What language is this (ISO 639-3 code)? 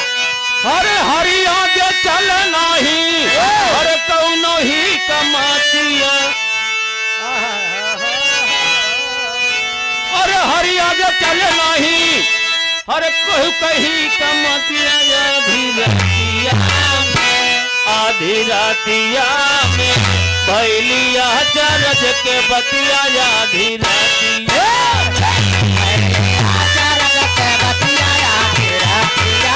bho